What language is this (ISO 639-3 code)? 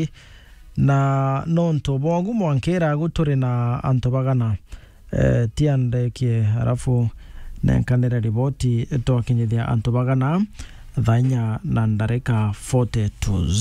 mer